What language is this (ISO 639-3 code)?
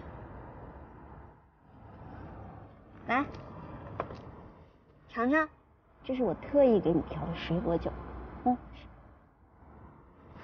zho